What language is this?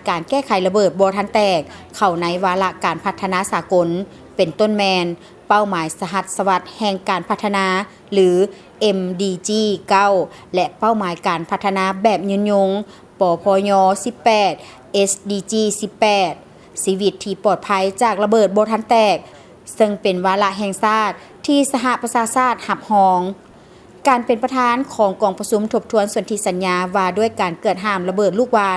Lao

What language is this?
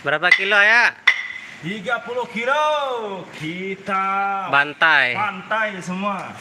Sasak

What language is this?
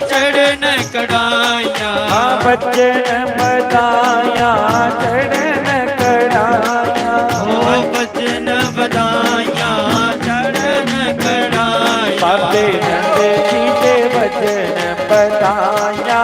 Dogri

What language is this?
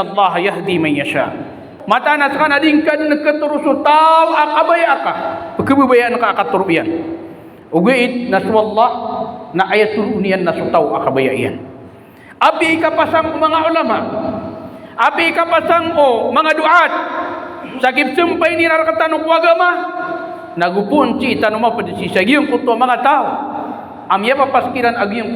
Maranao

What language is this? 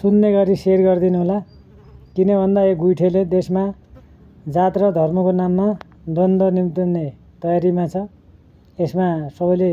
Nepali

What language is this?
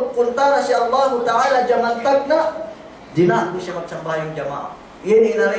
Yakan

